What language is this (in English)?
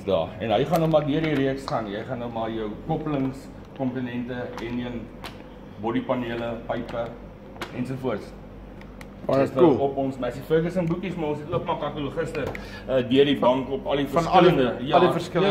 Afrikaans